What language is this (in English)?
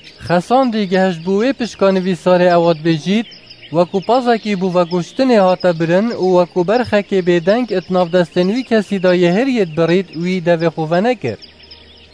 Kurdish